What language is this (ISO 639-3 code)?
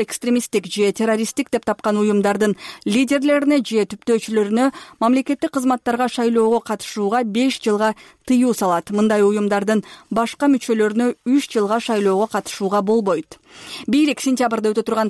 kir